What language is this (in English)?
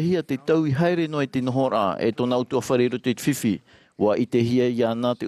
Tahitian